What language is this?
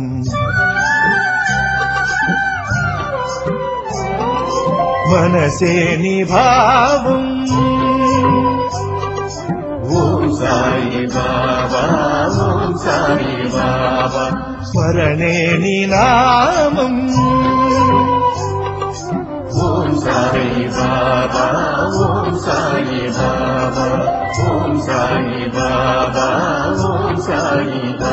Telugu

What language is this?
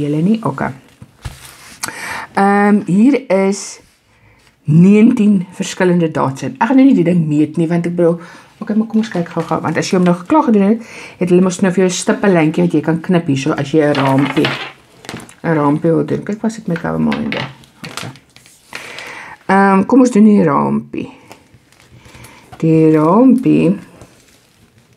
Afrikaans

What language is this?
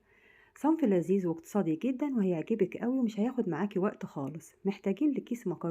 Egyptian Arabic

